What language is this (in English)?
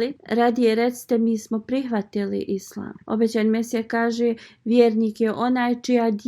Bosnian